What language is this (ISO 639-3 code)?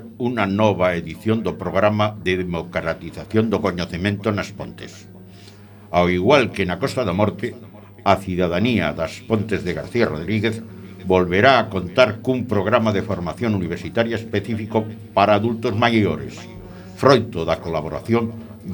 glg